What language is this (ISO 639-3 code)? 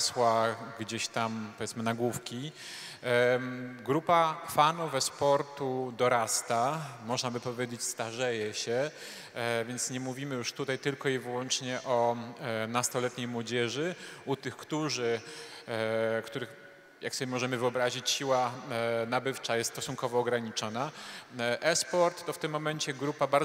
pol